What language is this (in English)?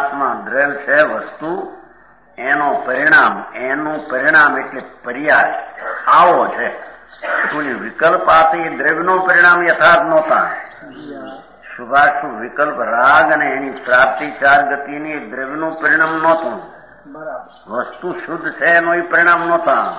Gujarati